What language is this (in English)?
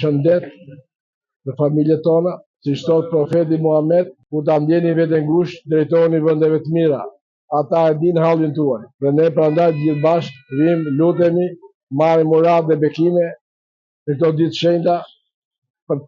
Albanian